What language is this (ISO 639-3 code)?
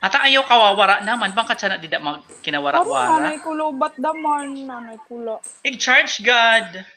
war